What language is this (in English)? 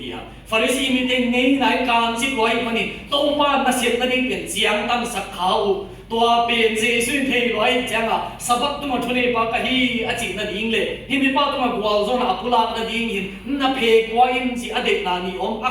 Tedim Chin